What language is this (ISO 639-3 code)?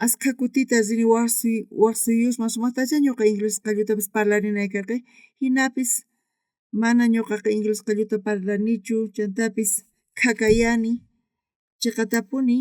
quh